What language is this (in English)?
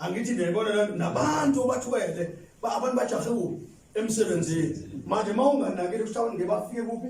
Zulu